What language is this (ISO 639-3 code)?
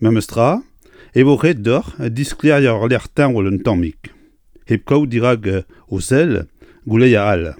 bre